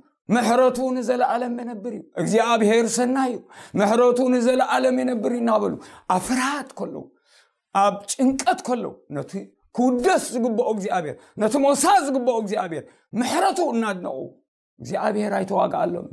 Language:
Tigrinya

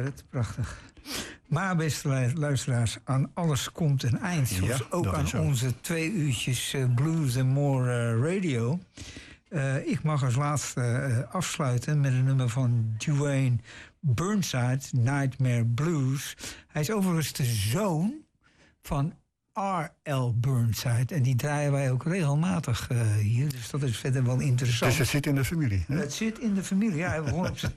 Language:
Dutch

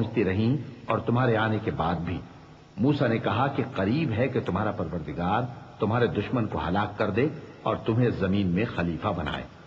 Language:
Urdu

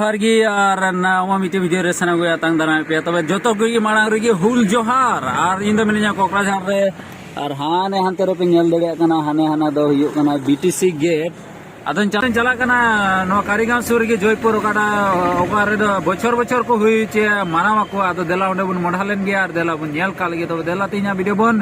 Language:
Santali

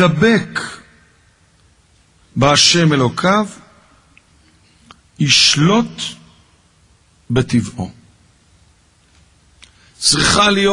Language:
Hebrew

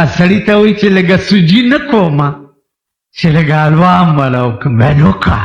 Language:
Pashto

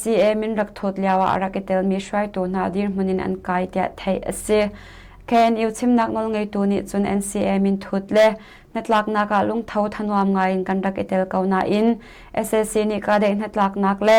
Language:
Hakha Chin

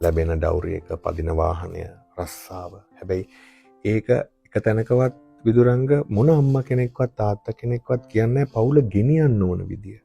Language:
Sinhala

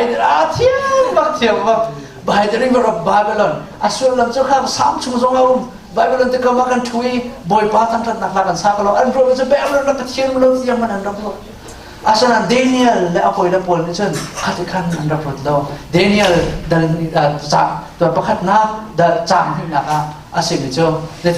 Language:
Hakha Chin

